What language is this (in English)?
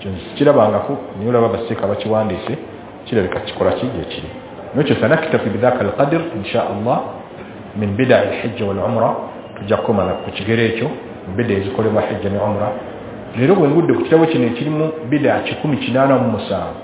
Ganda